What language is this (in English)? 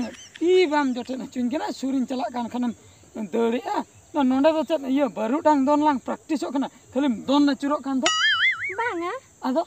Santali